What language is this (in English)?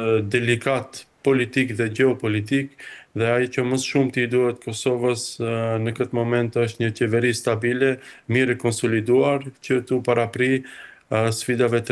Albanian